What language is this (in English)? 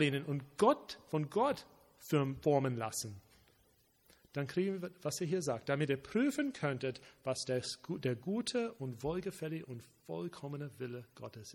German